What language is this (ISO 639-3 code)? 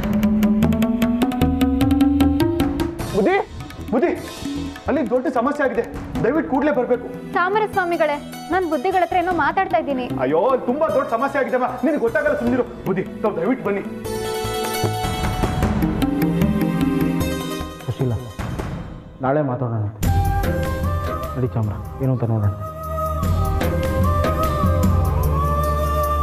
kan